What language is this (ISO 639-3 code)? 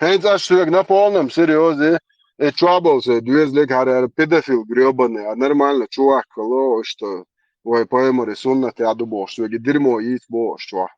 che